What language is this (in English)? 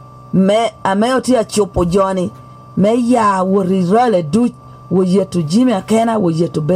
Lango (Uganda)